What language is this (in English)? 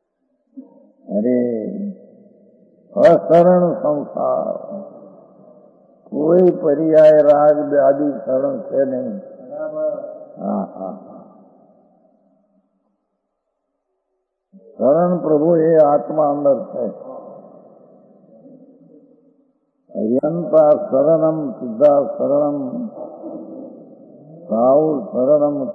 Gujarati